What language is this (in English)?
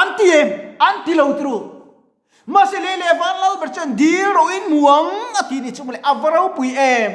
Mizo